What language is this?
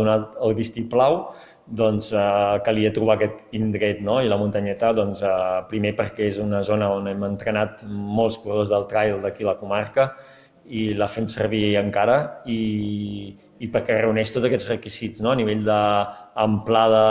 Catalan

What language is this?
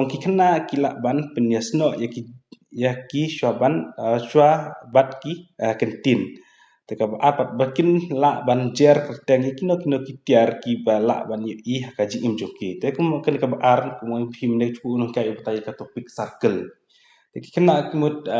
Khasi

